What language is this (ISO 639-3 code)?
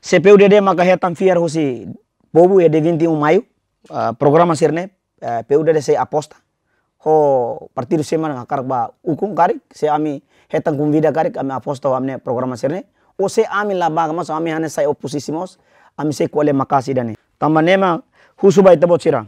tet